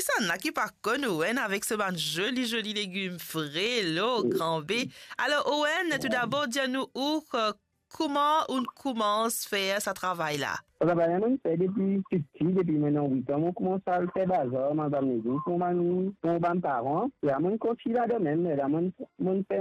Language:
Morisyen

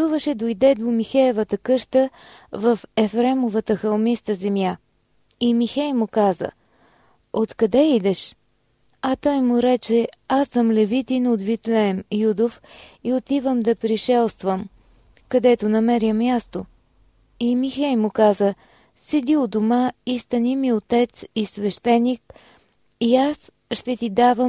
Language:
Bulgarian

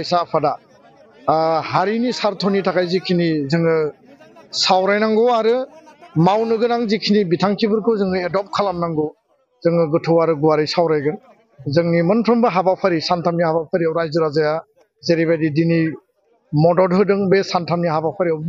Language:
Bodo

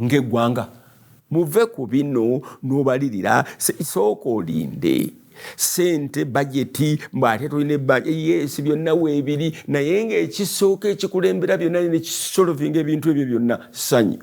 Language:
Ganda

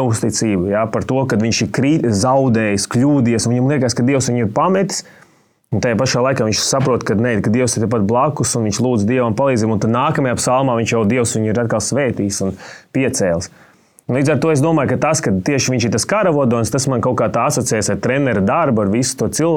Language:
Latvian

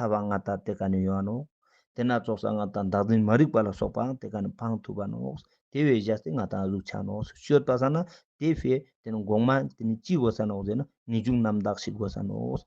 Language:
Ladakhi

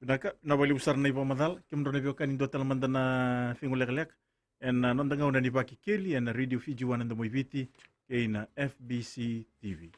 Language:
Fijian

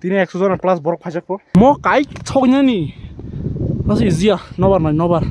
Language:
Kok Borok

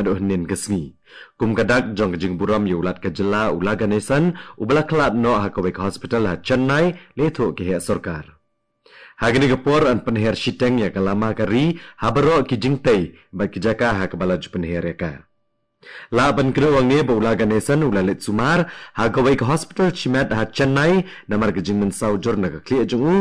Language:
Khasi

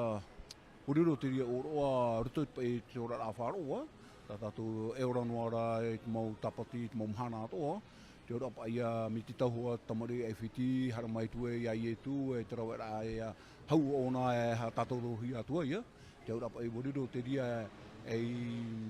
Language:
Tahitian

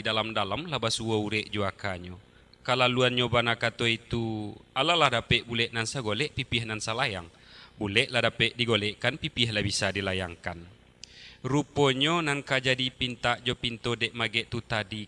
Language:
Minangkabau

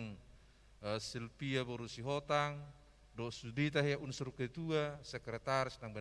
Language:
Batak Toba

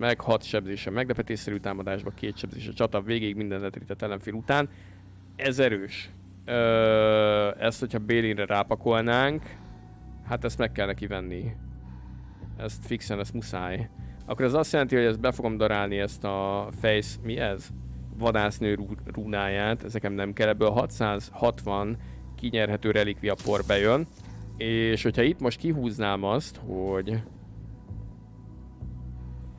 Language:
Hungarian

